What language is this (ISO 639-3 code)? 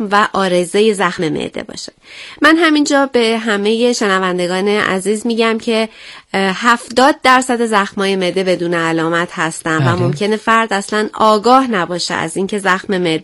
fas